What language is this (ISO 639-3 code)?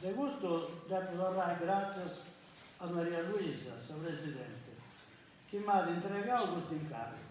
srd